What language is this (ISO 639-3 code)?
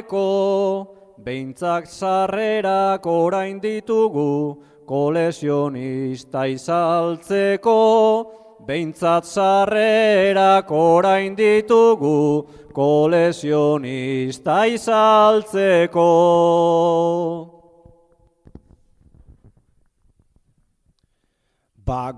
eus